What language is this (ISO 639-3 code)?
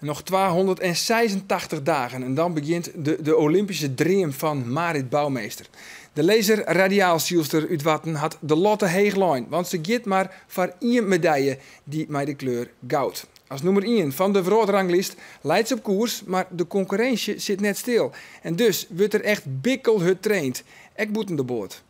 fry